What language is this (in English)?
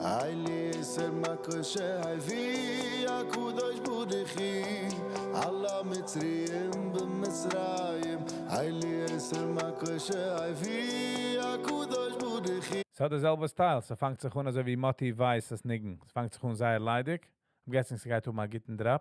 Yiddish